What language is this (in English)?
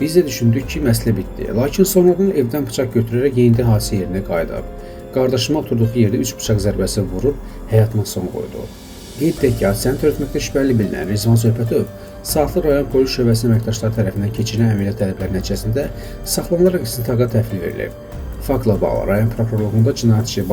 Azerbaijani